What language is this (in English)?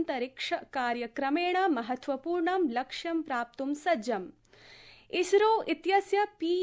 Sanskrit